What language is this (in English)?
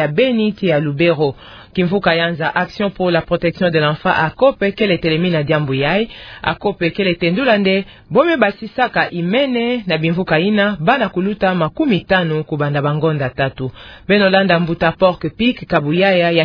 Kituba (Democratic Republic of Congo)